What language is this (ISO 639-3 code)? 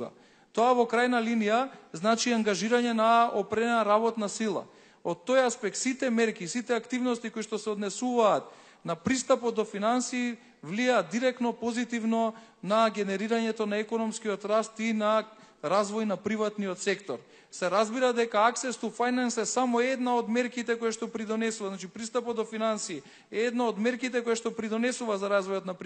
mkd